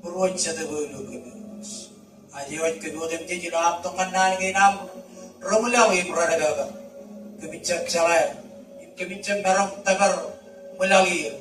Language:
Marshallese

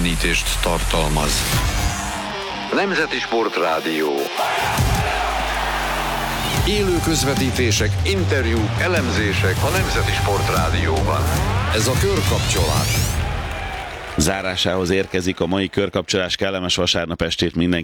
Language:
Hungarian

